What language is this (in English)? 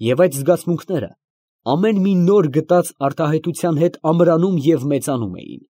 Armenian